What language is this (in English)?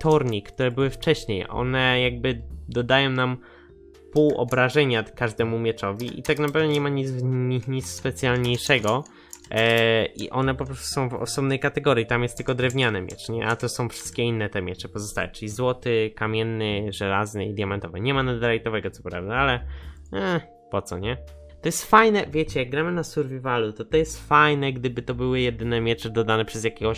Polish